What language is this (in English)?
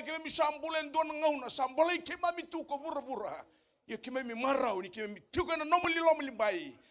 Fijian